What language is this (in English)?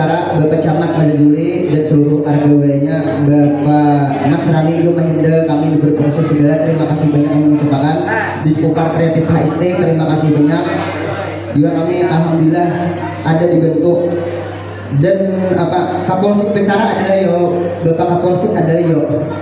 Banjar